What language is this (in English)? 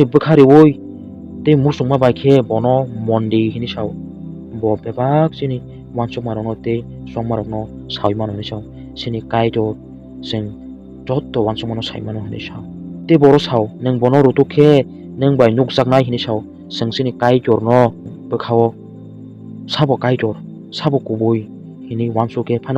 Kok Borok